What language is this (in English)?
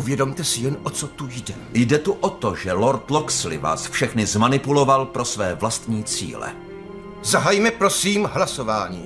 Czech